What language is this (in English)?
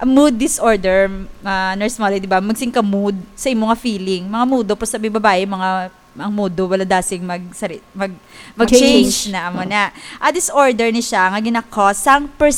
Hiligaynon